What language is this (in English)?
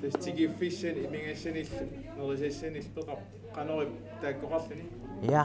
Kalaallisut